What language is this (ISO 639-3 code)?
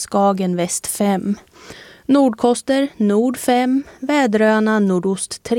swe